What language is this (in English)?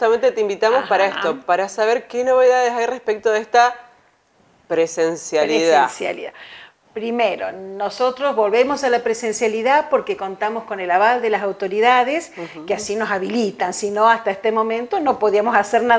Spanish